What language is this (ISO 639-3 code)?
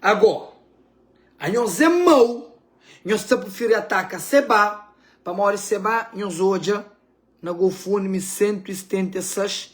kea